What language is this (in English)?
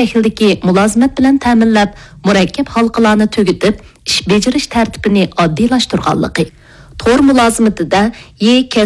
Uyghur